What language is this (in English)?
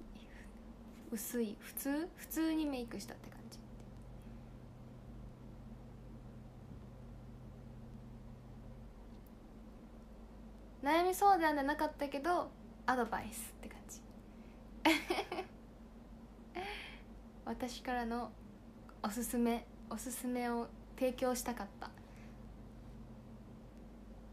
Japanese